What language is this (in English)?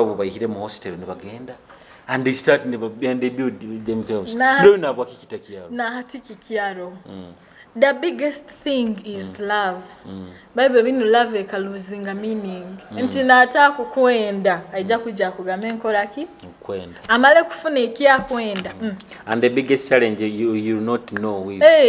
Nyoro